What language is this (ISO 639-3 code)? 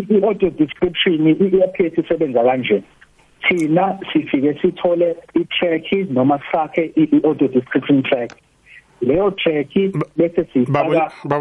nbl